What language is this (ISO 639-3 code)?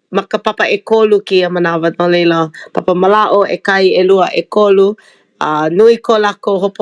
haw